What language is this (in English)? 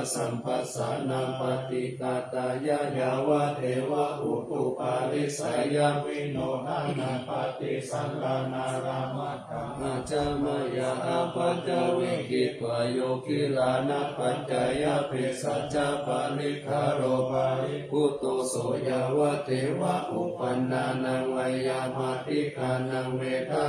Pali